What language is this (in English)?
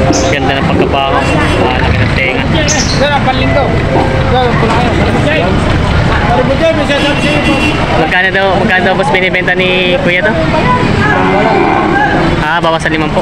Filipino